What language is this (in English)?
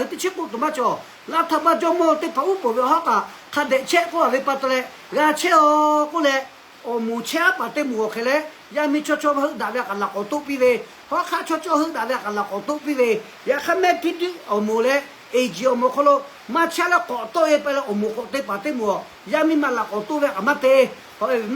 Lahu